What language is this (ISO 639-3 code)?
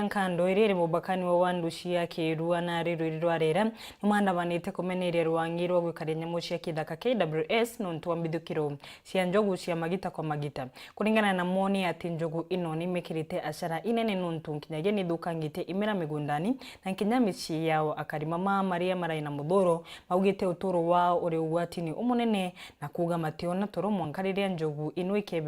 mer